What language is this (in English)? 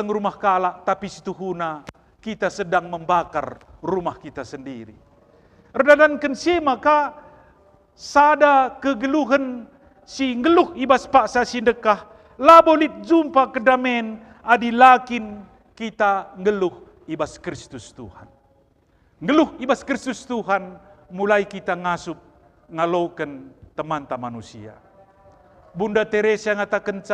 Batak Karo